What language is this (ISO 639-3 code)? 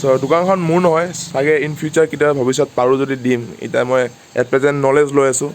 asm